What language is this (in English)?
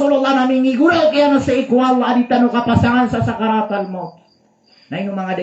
Maranao